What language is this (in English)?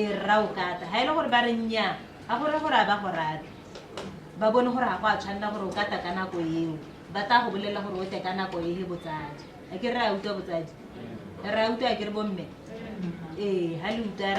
Tswana